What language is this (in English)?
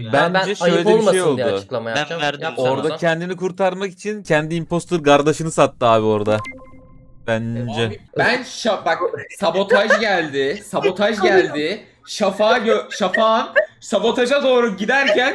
Turkish